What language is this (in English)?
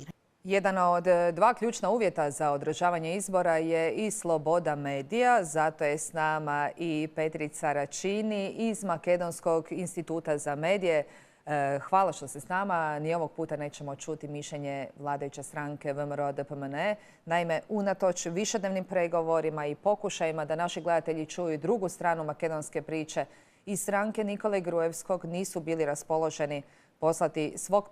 Bosnian